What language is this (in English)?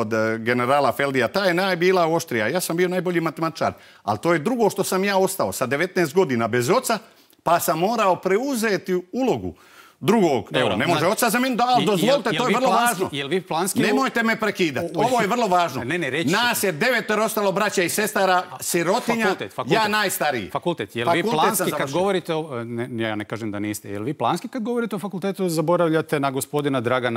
Croatian